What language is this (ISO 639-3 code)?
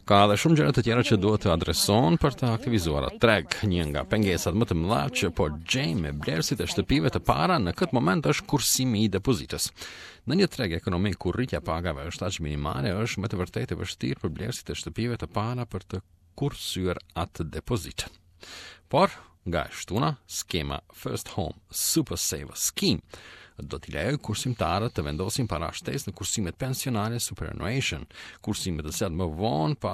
sqi